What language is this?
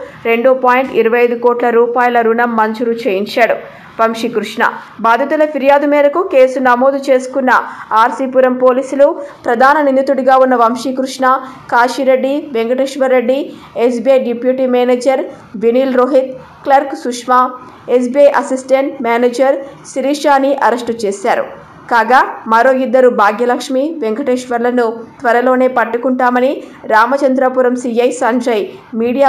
Telugu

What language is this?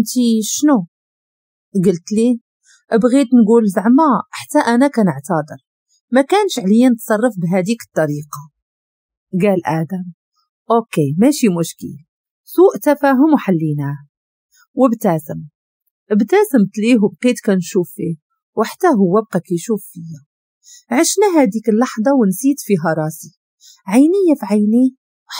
Moroccan Arabic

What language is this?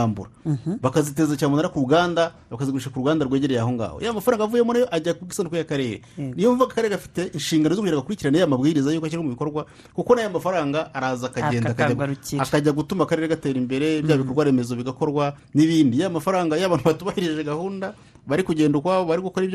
Kinyarwanda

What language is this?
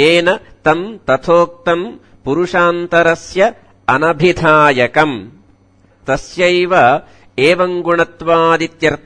Sanskrit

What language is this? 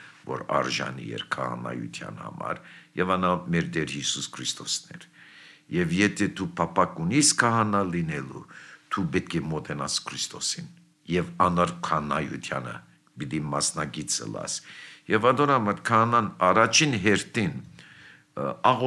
Armenian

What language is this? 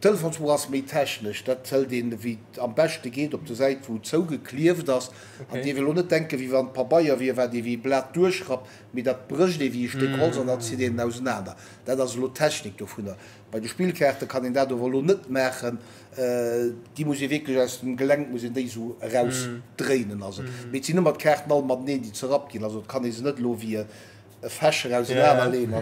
Luxembourgish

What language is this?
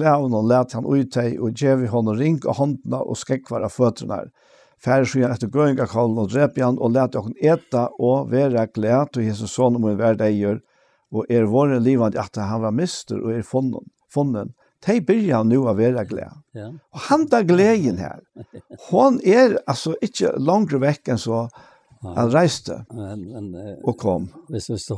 Faroese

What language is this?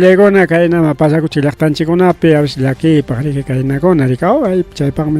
Ayacucho Quechua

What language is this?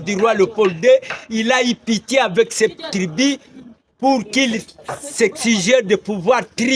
Lingala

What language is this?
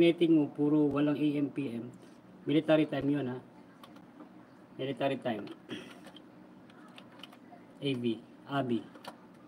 Filipino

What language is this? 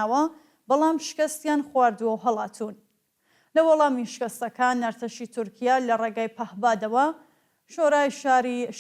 Central Kurdish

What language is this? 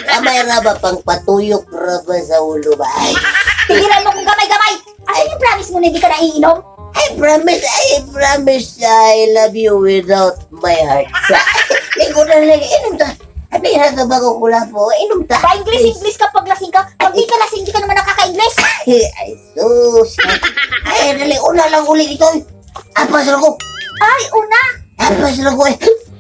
Cebuano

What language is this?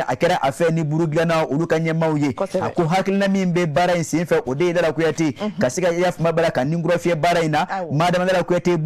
Bambara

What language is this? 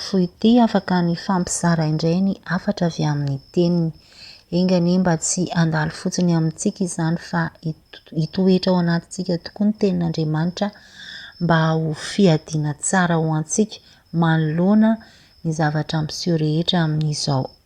Malagasy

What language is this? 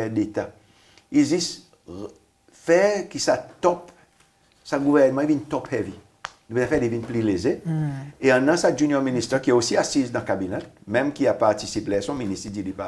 Seselwa Creole French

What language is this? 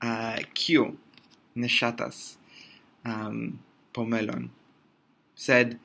Esperanto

